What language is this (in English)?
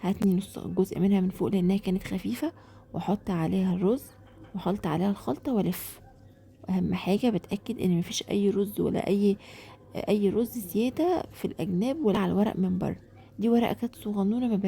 Egyptian Arabic